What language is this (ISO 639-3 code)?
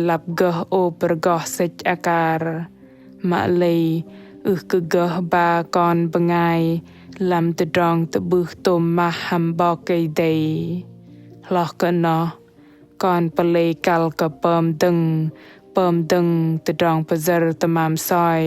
bdq